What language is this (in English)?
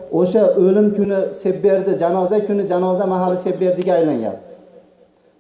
Uzbek